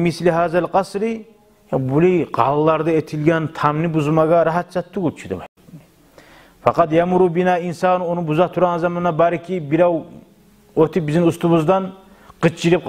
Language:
Kumyk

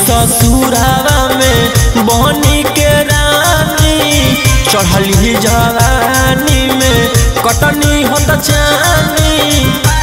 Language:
Magahi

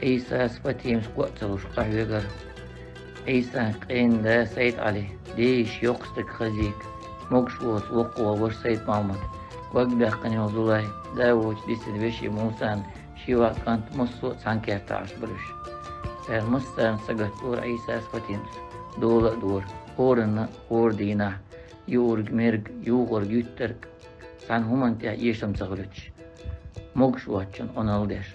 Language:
Chechen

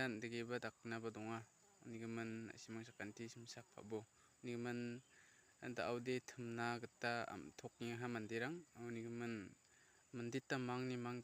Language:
Garo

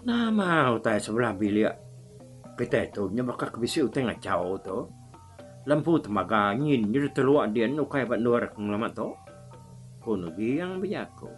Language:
Iban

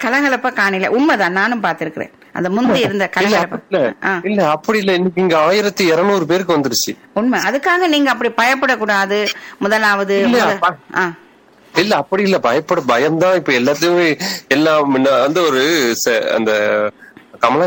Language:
Tamil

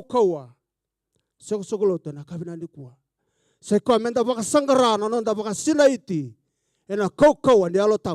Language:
Fijian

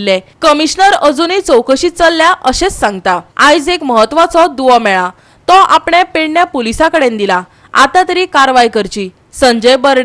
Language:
Konkani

